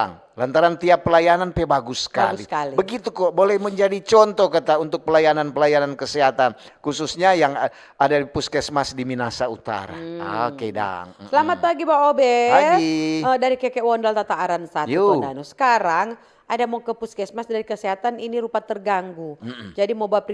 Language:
Manado Malay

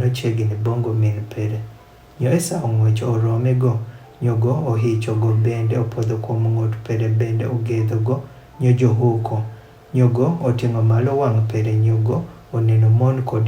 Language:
Adhola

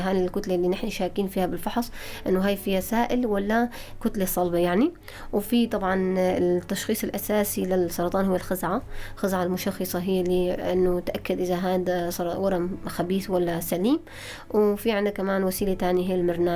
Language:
North Levantine Arabic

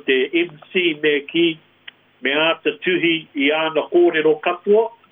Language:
Māori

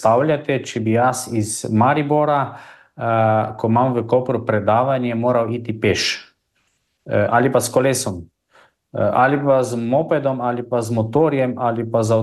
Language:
Slovenian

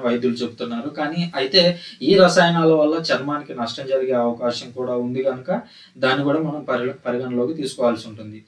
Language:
Telugu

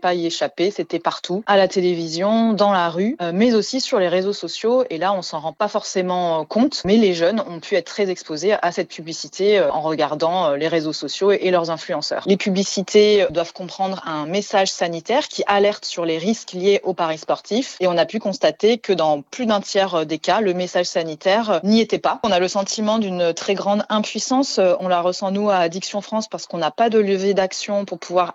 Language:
French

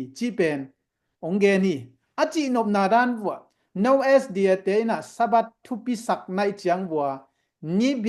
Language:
Tedim Chin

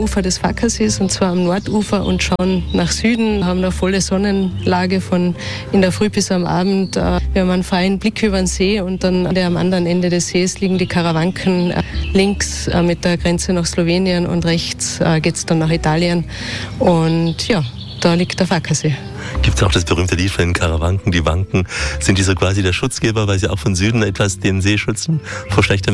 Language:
German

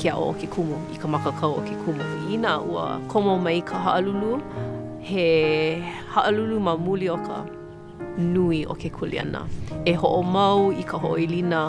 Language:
Hawaiian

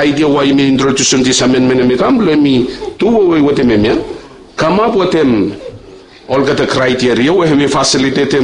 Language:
Bislama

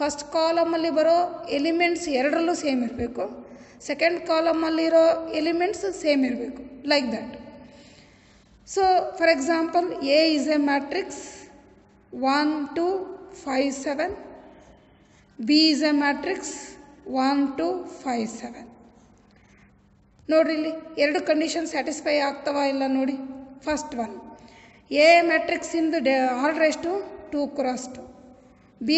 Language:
Kannada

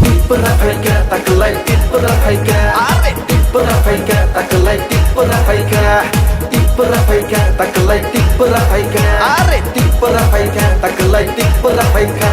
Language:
Kok Borok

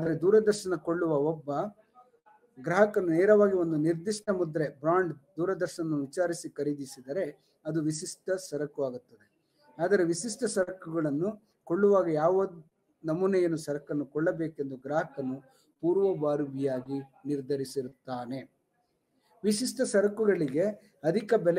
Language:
Kannada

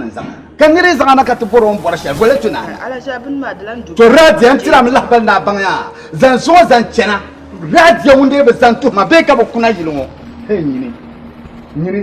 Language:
Dagbani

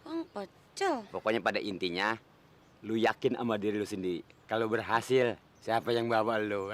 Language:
Betawi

